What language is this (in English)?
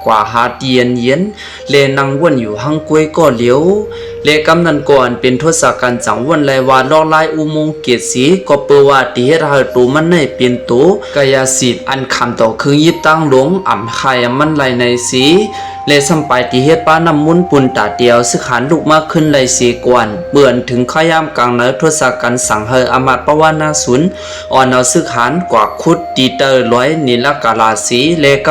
Shan